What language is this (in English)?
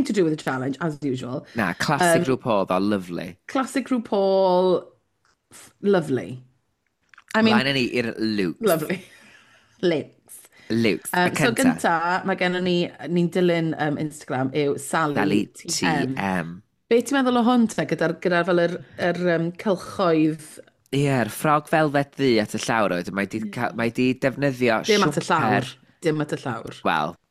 Welsh